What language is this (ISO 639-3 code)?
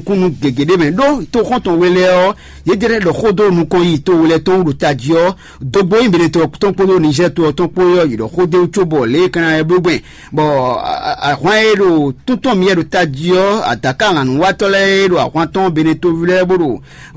fon